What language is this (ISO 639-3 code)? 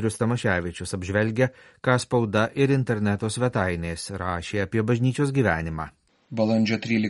lit